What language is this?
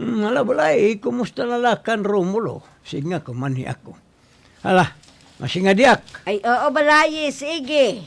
Waray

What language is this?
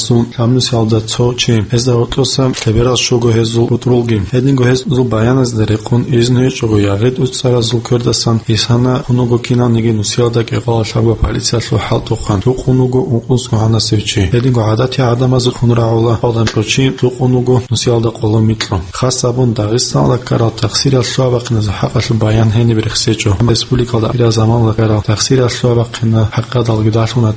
Avaric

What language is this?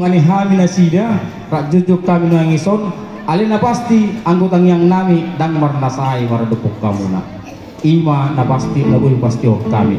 Batak Toba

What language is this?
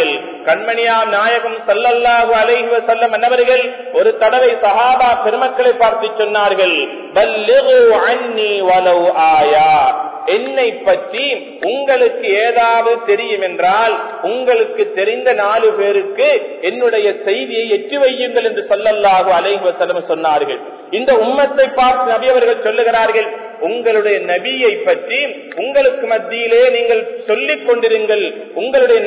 Tamil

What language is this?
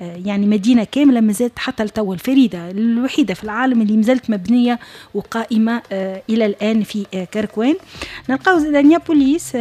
Tunisian Arabic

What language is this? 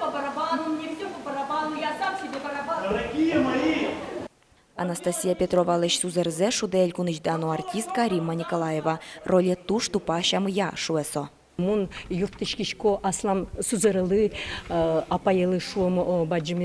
Udmurt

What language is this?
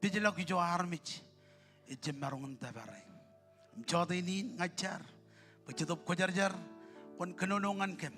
Marshallese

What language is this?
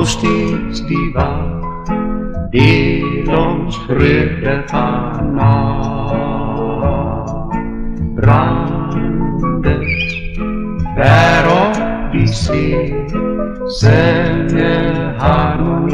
Afrikaans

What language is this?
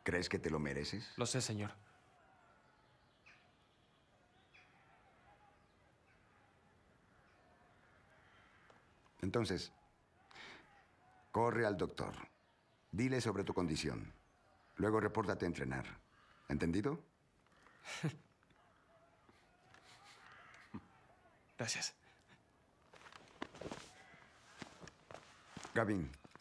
Spanish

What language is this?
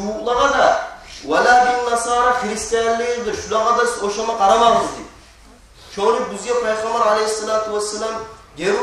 Kumyk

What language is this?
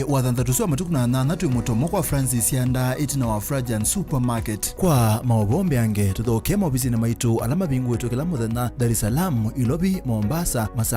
Kamba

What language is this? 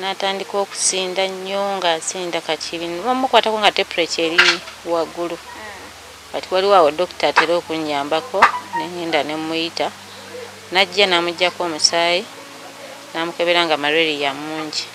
Ganda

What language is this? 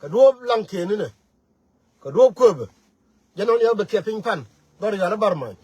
Nuer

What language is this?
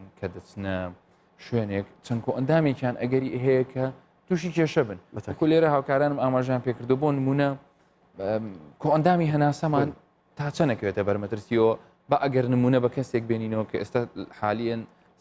Central Kurdish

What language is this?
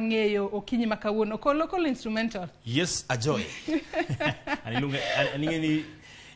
Luo (Kenya and Tanzania)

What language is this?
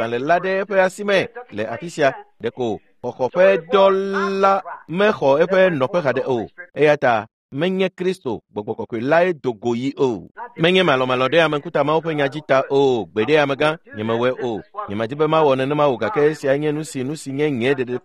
Ewe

